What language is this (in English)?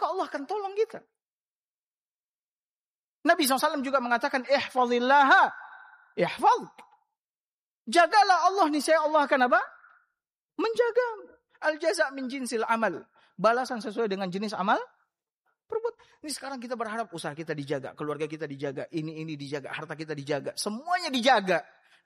Indonesian